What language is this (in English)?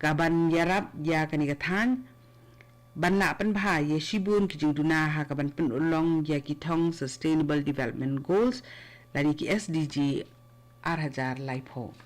Khasi